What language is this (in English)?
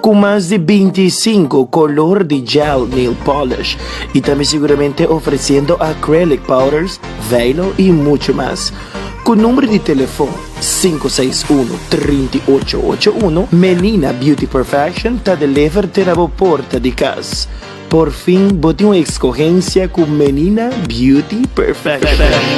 Papiamento